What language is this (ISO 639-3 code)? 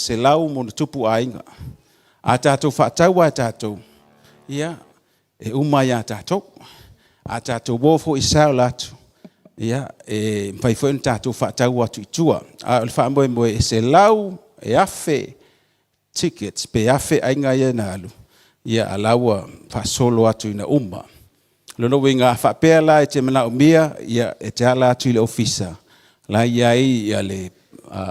smo